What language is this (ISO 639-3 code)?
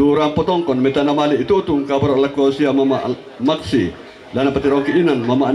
sda